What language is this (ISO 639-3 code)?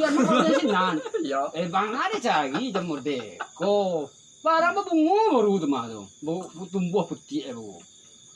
min